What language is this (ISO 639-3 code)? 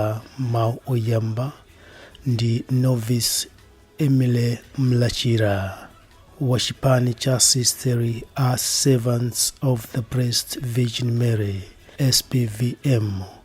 nya